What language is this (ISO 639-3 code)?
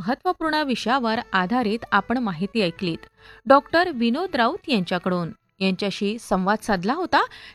mar